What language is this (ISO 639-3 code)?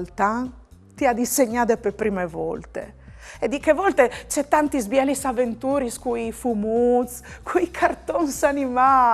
fur